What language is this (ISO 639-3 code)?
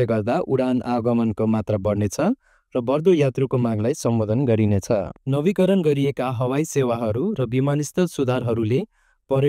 nep